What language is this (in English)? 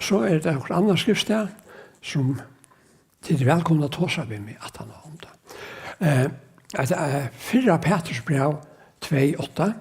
Faroese